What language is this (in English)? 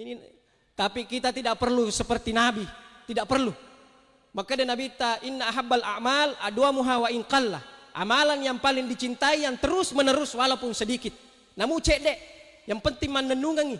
Buginese